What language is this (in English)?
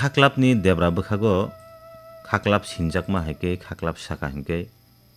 Kok Borok